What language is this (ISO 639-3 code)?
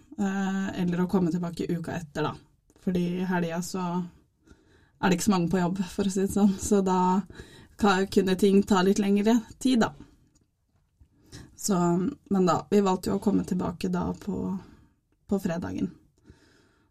nor